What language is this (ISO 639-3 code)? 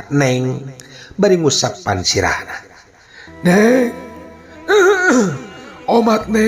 sun